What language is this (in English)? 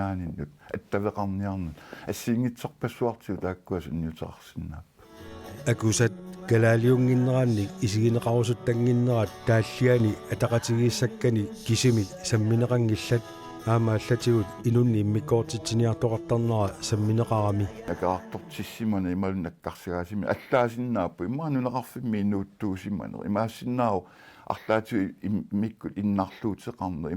Kalaallisut